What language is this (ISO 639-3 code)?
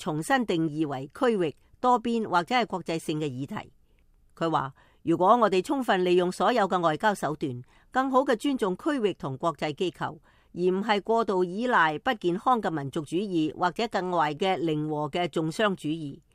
yue